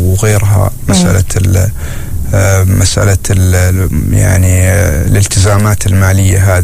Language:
Arabic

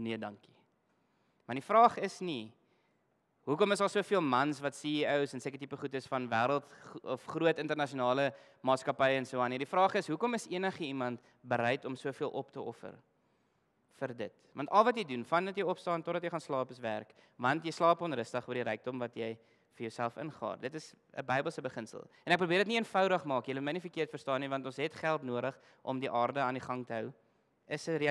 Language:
Afrikaans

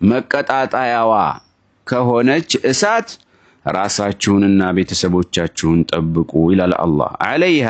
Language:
Amharic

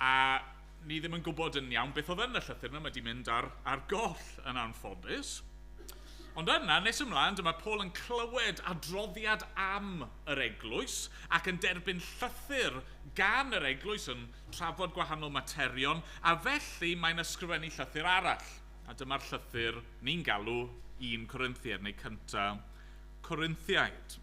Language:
Welsh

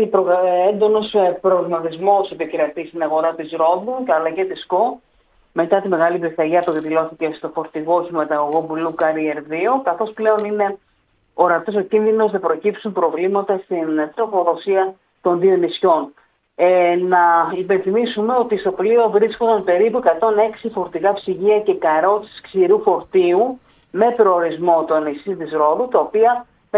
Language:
Greek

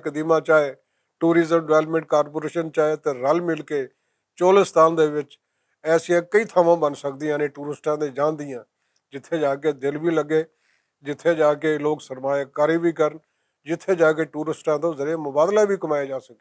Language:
Western Panjabi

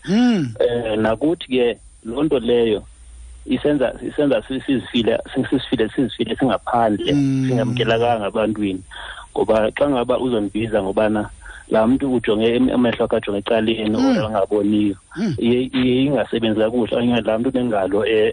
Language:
Xhosa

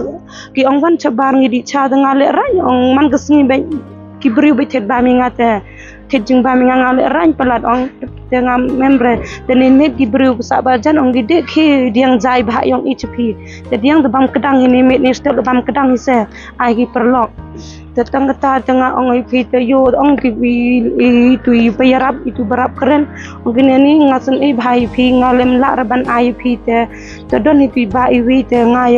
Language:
Khasi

